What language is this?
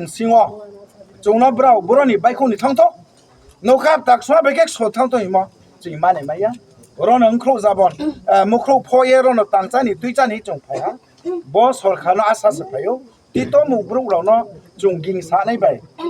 Riang (India)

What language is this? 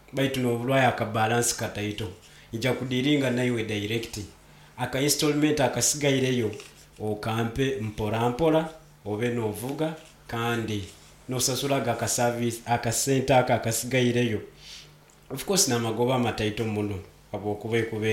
Nyoro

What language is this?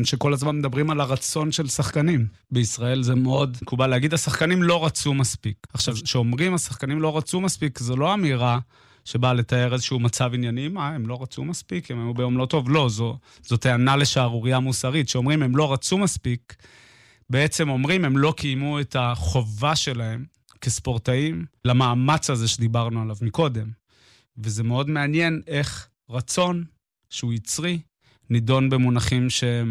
Hebrew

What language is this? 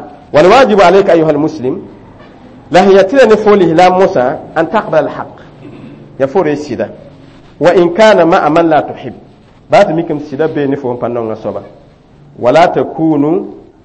Mossi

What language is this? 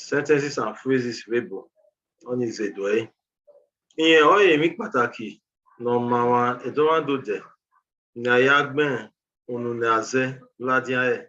Bini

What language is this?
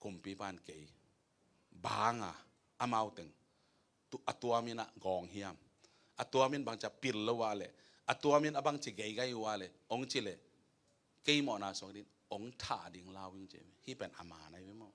Tedim Chin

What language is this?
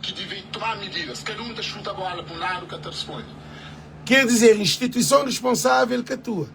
Kabuverdianu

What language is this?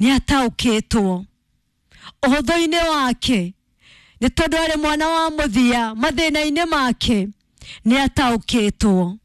Kikuyu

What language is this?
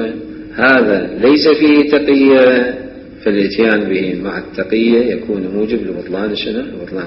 Mesopotamian Arabic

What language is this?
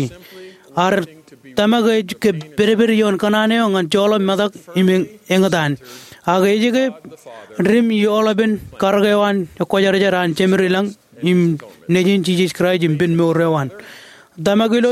Marshallese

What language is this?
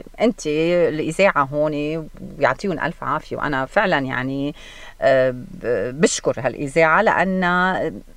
North Levantine Arabic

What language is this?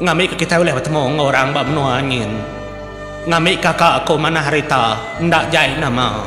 Iban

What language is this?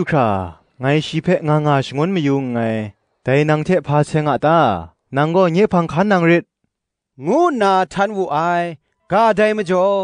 Kachin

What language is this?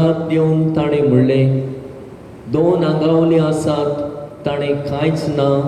Konkani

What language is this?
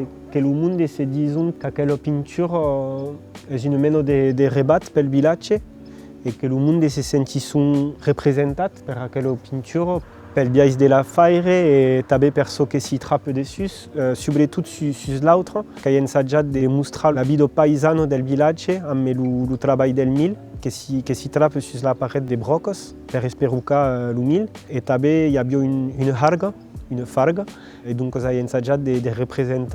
Occitan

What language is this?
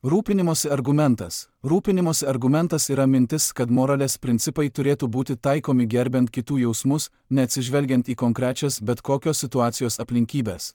Lithuanian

